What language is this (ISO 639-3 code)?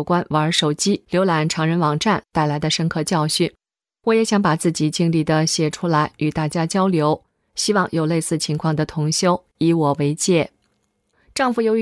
zho